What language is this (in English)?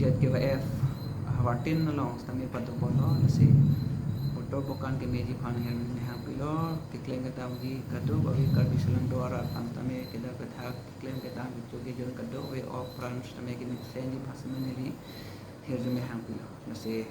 Karbi